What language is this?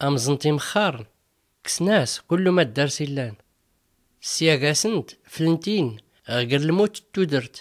Tachelhit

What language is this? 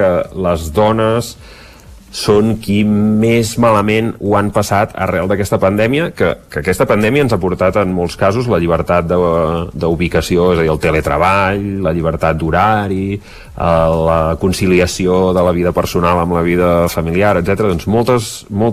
Catalan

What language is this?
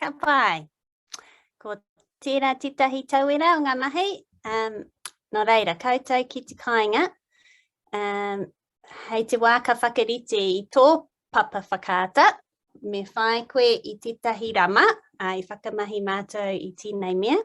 Māori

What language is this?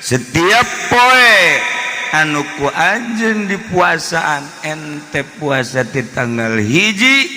Sundanese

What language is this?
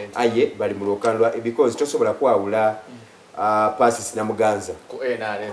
Soga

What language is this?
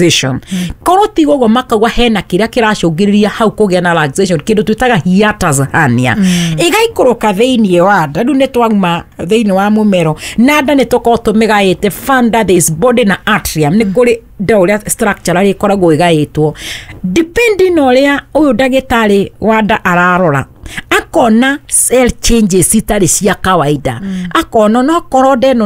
Kikuyu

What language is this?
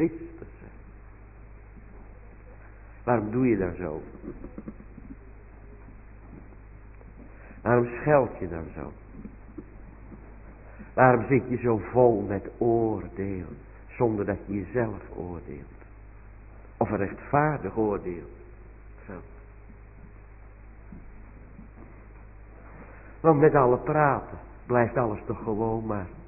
Dutch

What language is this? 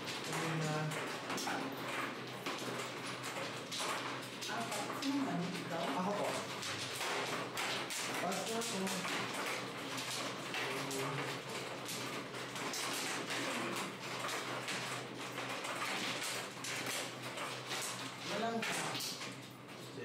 Filipino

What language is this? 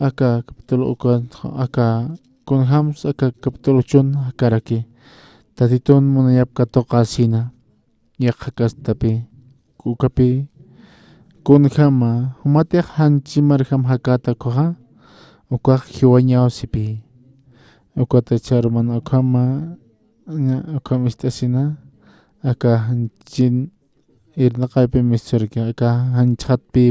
Aymara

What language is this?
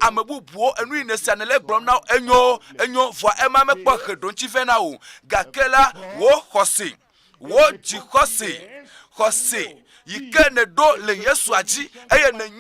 Ewe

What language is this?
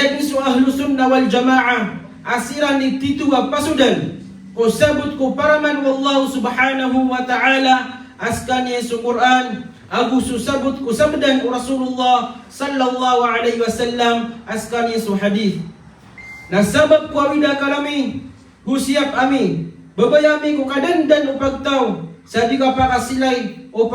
Maranao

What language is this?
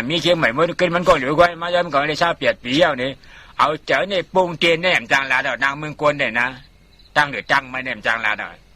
Shan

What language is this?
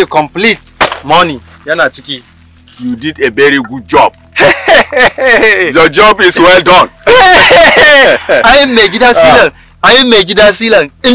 Hausa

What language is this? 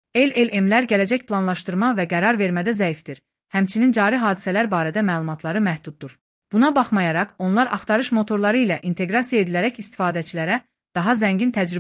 Azerbaijani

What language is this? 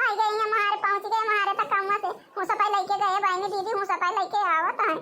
Awadhi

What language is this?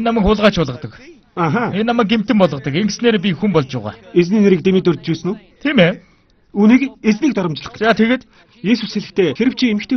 Mongolian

